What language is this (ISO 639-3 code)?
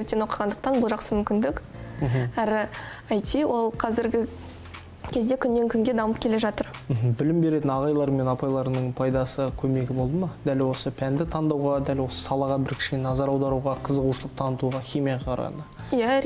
kaz